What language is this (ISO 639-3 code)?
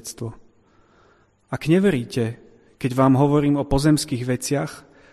slk